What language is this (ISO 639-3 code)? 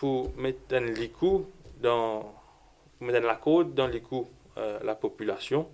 mfe